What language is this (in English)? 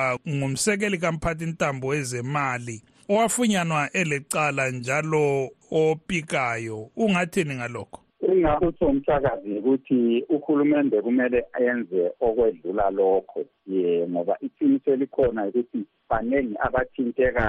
North Ndebele